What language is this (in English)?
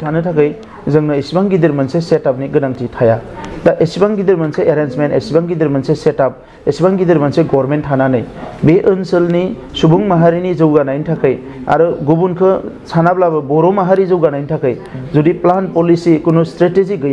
Bodo